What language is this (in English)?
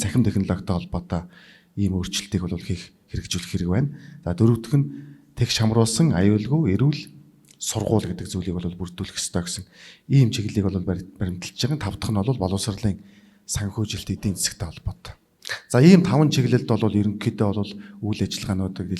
Mongolian